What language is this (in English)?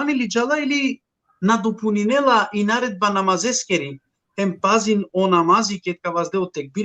Balkan Romani